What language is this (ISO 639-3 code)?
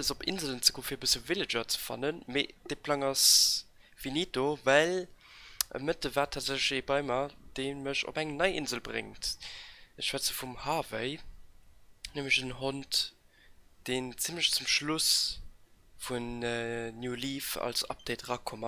ltz